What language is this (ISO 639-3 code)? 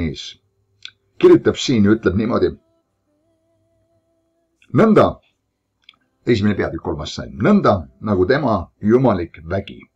est